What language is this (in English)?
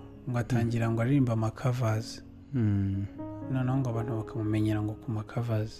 Kinyarwanda